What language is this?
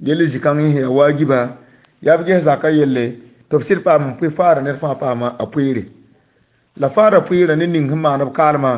Mossi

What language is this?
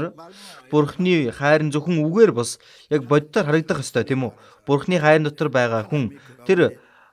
Mongolian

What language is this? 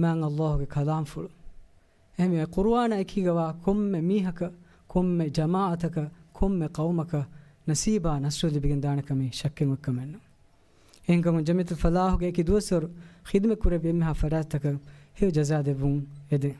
Divehi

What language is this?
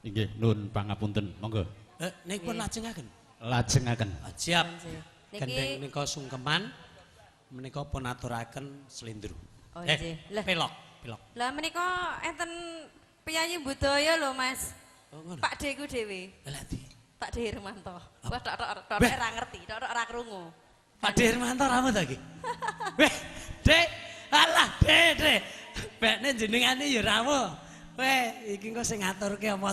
Javanese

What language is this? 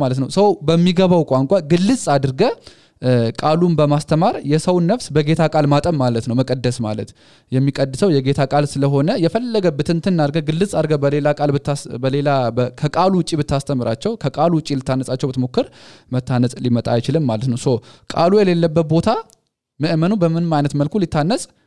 Amharic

